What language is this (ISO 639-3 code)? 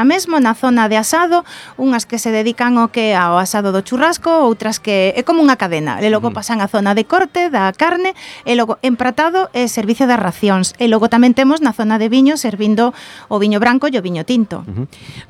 glg